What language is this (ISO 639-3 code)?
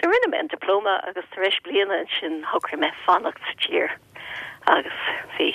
gle